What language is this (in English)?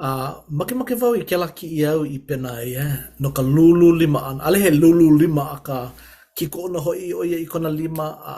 Hawaiian